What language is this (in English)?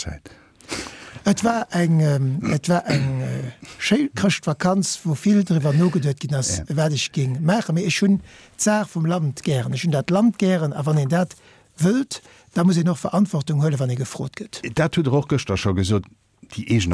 Luxembourgish